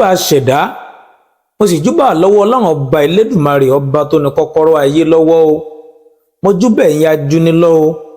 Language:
Yoruba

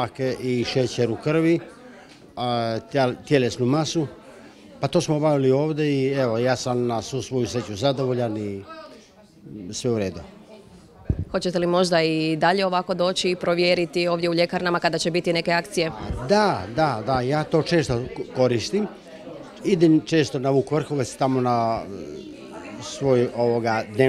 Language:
Croatian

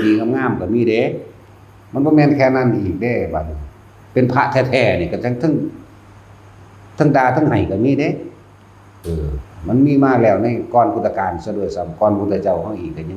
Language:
Northeastern Thai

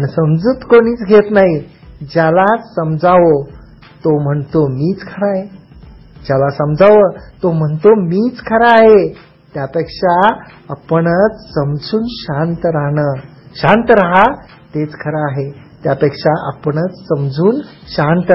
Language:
Marathi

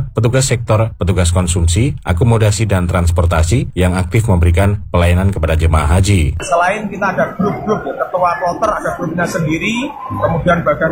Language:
Indonesian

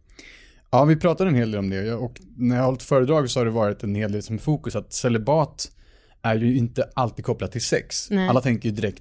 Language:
Swedish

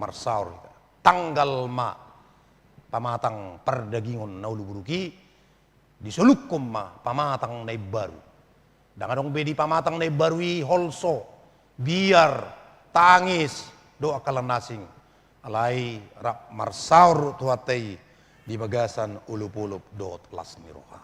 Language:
Batak Toba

